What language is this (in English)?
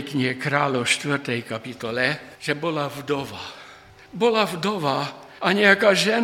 Slovak